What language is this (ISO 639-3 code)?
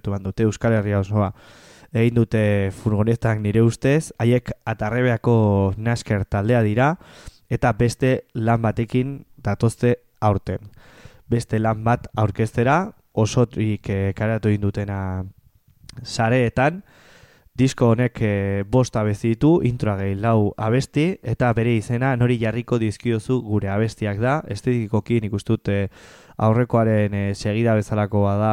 eus